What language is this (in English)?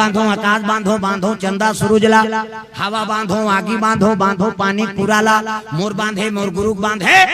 Chhattisgarhi